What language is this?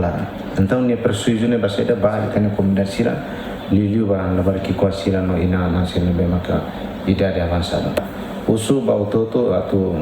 Tetum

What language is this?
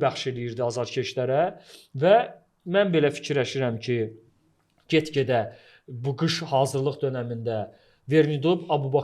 Azerbaijani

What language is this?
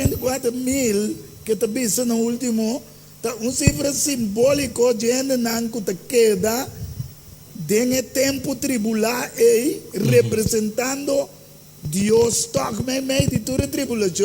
Papiamento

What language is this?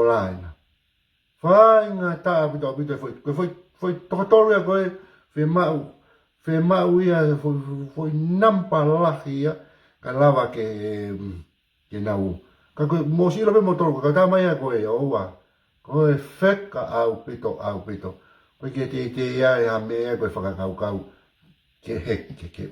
Tongan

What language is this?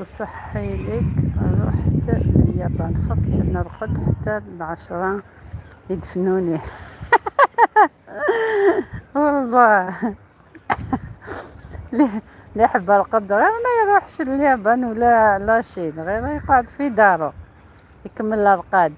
Algerian Arabic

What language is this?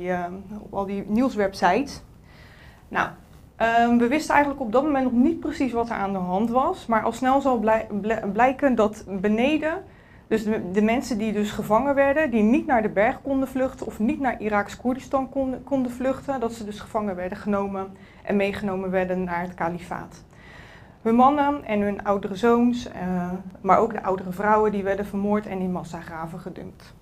Dutch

